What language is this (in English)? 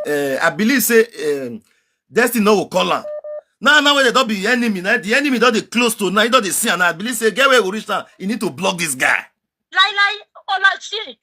Nigerian Pidgin